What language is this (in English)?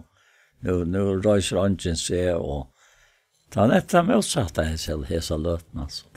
Faroese